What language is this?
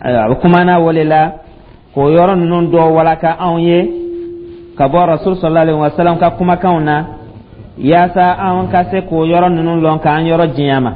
Dyula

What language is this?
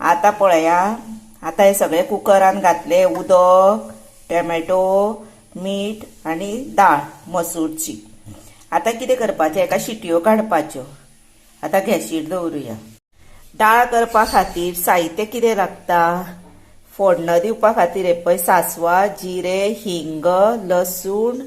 Konkani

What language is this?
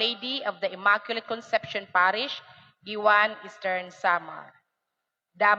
Waray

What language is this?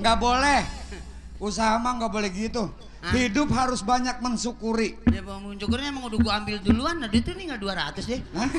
Betawi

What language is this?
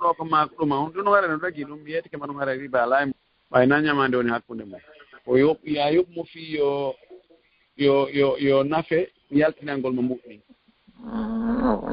Fula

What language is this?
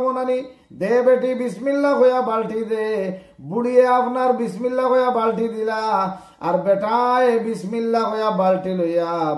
Sylheti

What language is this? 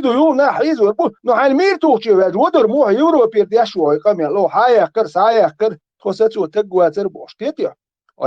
Chechen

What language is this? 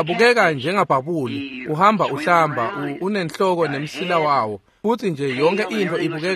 Swati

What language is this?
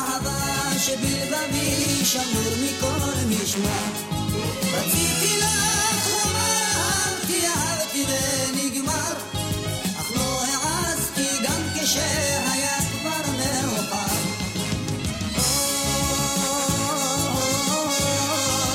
Hebrew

